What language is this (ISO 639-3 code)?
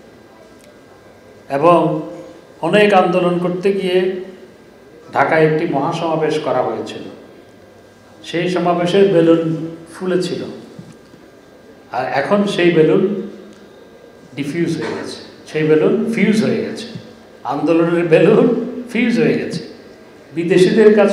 ben